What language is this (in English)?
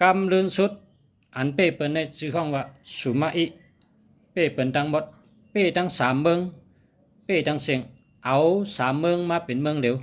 Shan